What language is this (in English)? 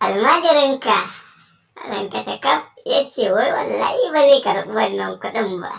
Hausa